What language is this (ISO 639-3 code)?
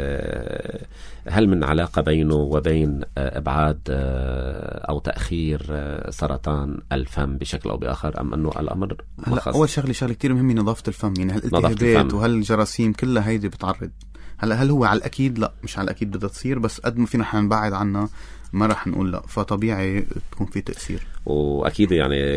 apc